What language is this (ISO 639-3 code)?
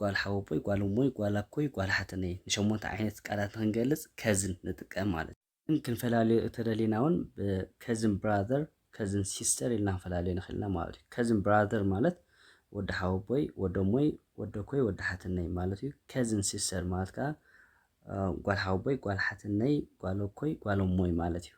tir